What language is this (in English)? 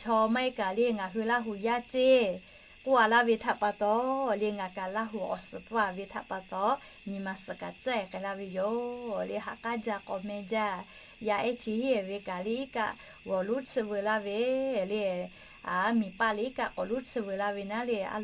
Lahu